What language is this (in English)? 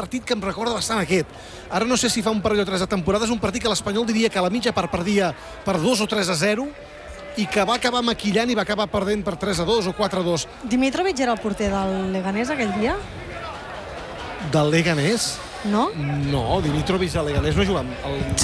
Catalan